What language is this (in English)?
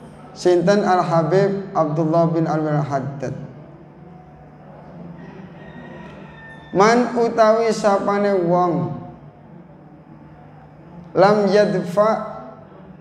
Javanese